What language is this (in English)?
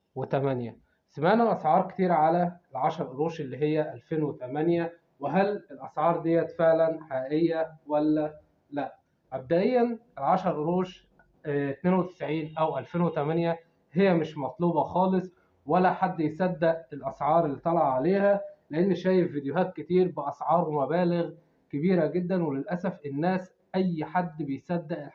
Egyptian Arabic